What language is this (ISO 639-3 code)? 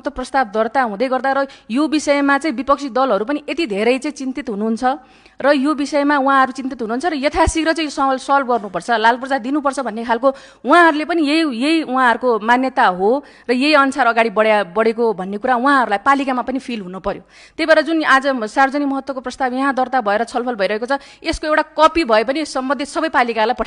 nep